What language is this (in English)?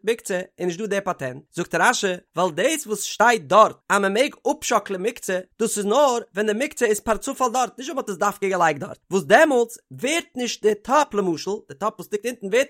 Yiddish